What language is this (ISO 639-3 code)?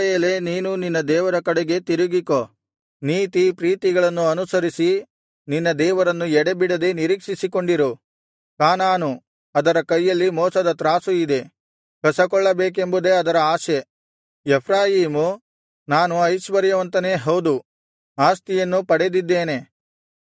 kan